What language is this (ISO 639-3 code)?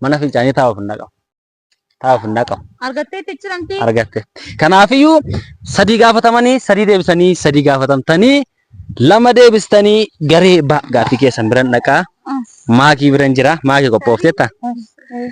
orm